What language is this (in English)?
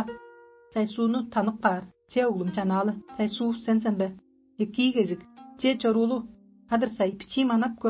Tuvinian